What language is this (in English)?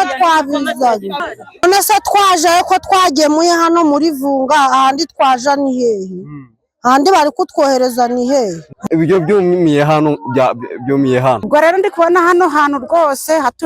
Kinyarwanda